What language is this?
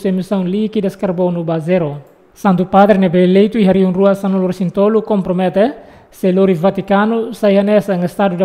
Tetum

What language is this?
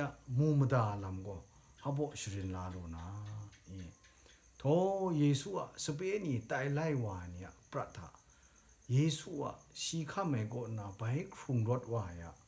Kachin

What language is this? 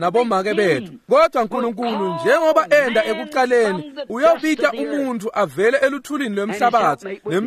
Swati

